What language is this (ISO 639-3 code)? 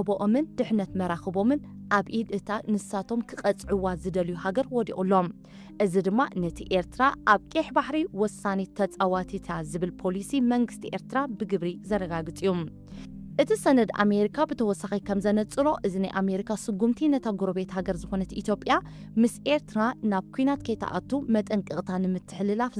tir